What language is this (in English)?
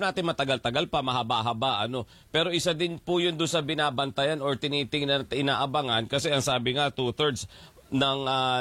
Filipino